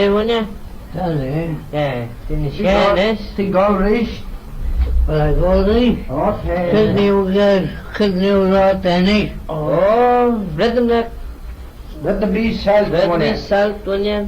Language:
Manx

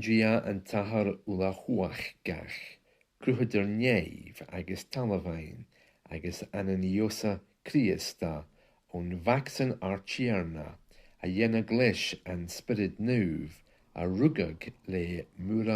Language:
Scottish Gaelic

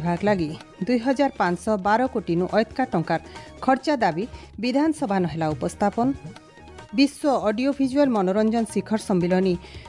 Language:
Odia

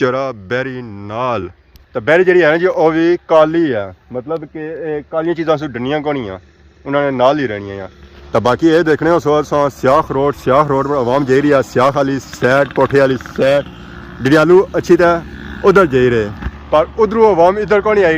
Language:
Pahari-Potwari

